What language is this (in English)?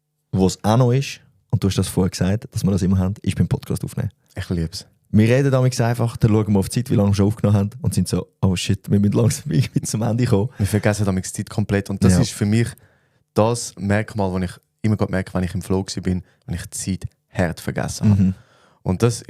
Swiss German